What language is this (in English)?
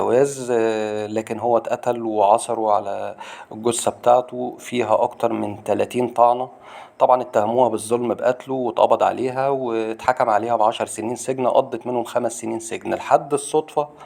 Egyptian Arabic